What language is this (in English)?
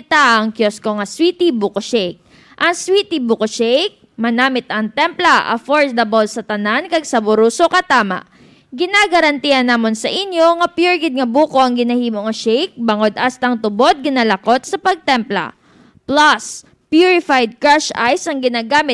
Hiligaynon